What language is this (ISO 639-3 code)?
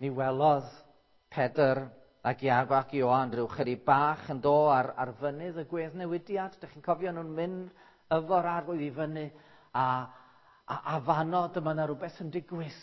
cym